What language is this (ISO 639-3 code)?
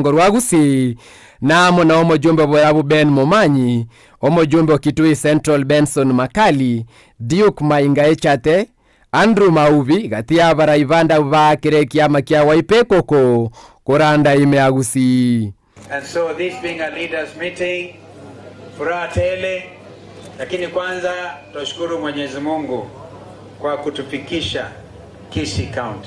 guz